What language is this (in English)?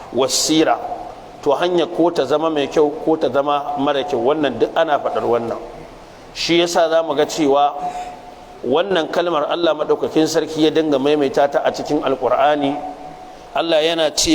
Hausa